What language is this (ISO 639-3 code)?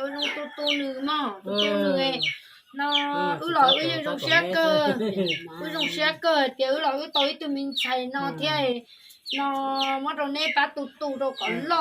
hmn